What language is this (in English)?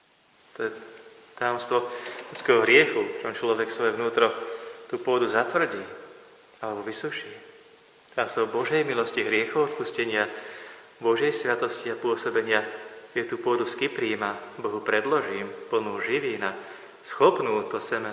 Slovak